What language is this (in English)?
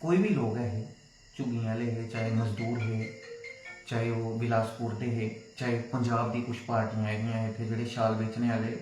Dogri